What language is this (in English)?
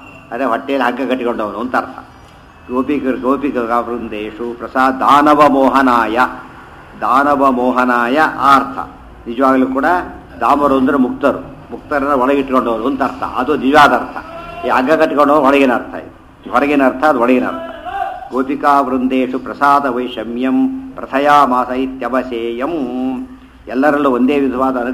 Kannada